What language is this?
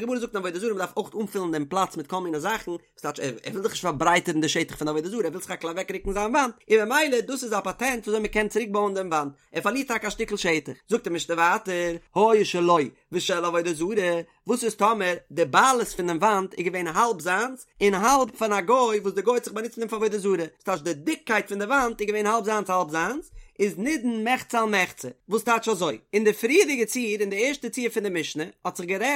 Yiddish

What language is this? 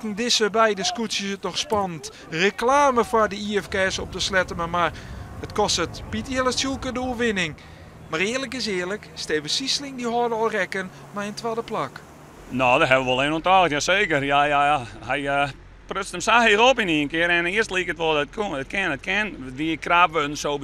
Western Frisian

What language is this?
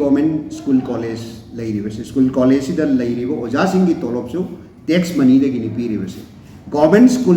Manipuri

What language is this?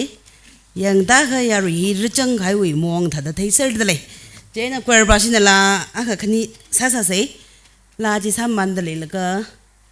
Tangkhul Naga (India)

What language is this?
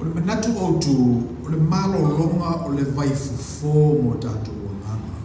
Samoan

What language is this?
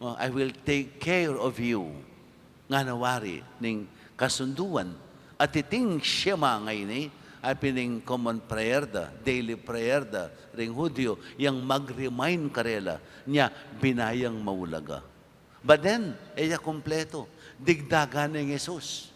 Pampanga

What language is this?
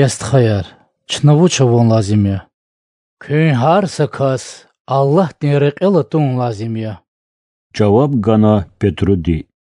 Lezghian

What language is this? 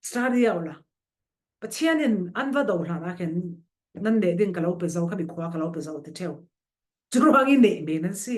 Falam Chin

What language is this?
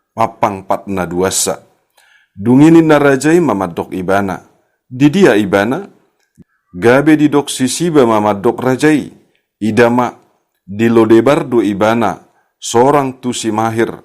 Batak Toba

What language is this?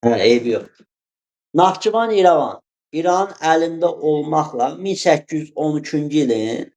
Azerbaijani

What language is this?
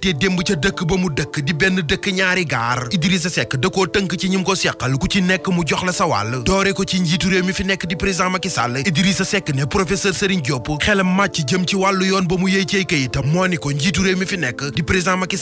Wolof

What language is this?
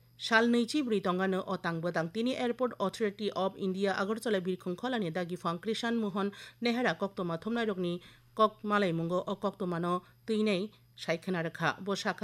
Kok Borok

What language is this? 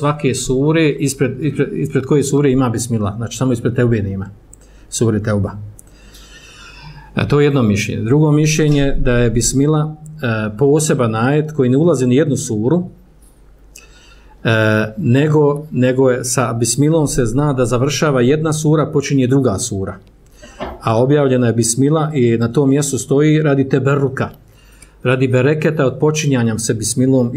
Bosnian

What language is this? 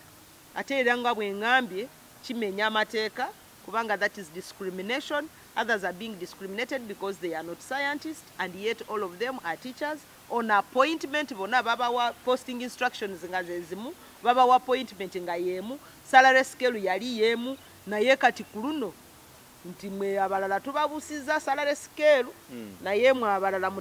Ganda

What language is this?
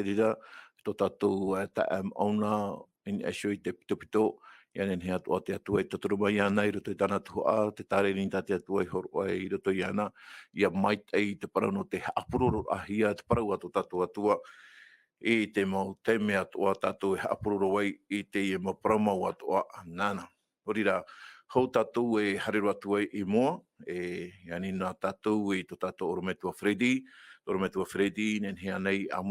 Tahitian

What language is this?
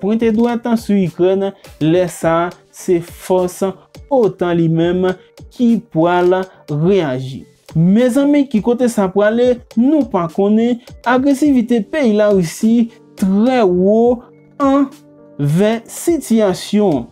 Haitian Creole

